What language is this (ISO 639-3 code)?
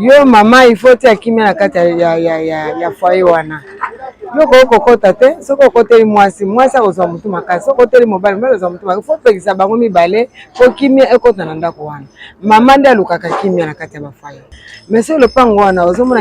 lin